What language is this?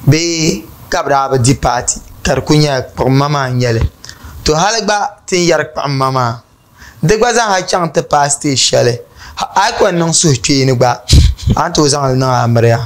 Dagbani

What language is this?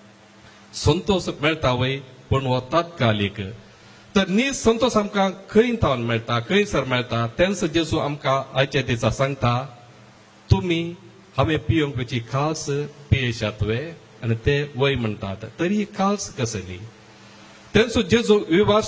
Konkani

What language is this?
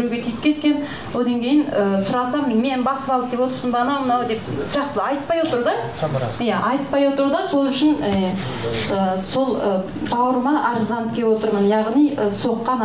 Kazakh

